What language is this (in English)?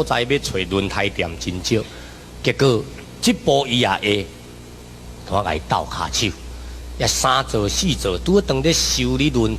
Min Nan Chinese